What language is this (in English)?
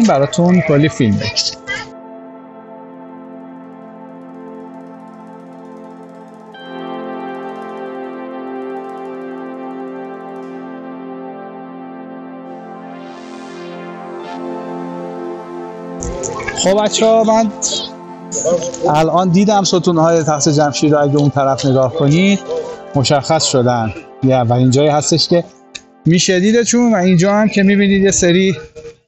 Persian